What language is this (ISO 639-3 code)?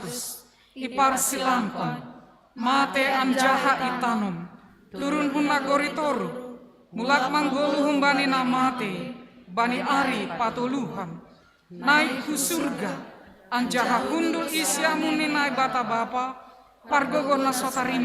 bts